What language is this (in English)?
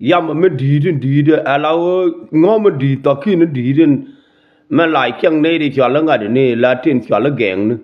Nuer